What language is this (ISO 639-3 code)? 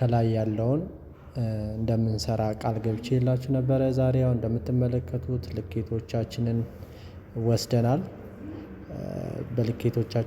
amh